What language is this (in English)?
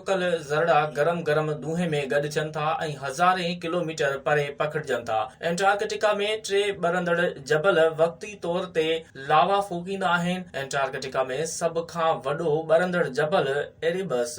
Sindhi